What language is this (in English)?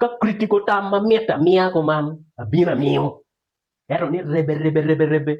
Acoli